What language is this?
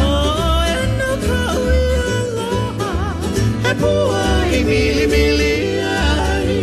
Hawaiian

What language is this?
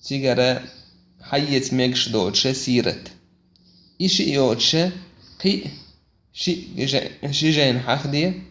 Chechen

